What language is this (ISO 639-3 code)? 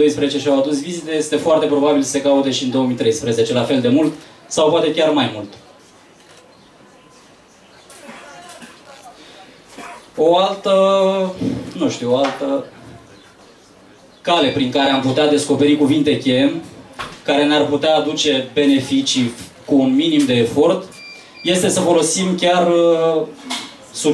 ron